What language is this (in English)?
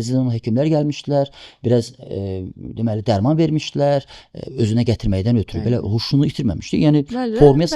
Azerbaijani